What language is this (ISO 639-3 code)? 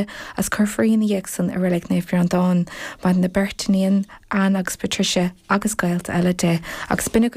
gle